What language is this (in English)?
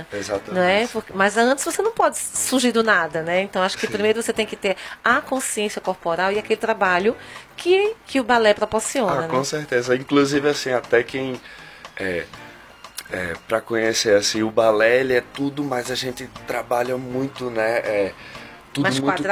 Portuguese